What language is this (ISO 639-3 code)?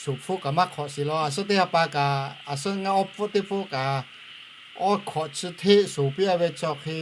lhu